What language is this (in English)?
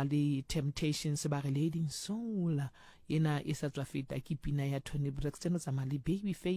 Southern Sotho